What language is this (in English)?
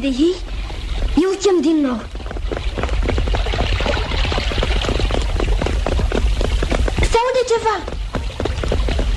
Romanian